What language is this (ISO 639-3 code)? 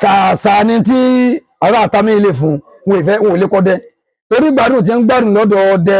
yor